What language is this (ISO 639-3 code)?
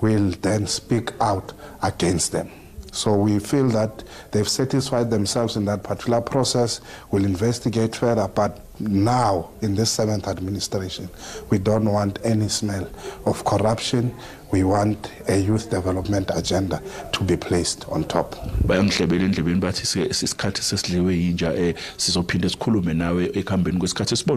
zul